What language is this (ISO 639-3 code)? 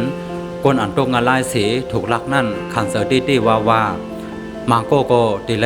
shn